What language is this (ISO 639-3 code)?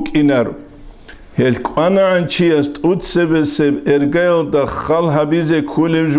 ava